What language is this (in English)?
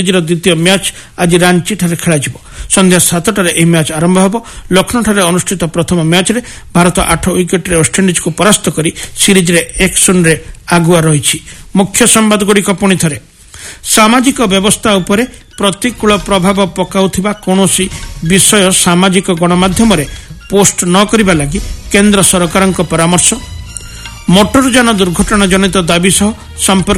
Odia